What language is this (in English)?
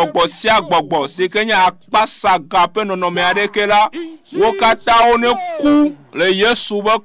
Ewe